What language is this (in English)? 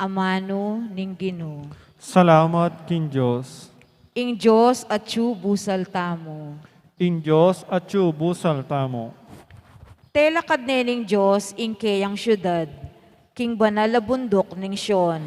Pampanga